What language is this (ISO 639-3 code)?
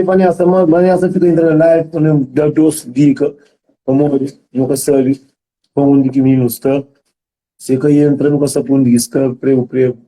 kea